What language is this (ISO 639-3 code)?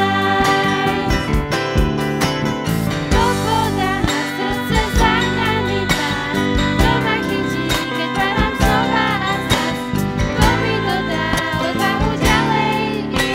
slk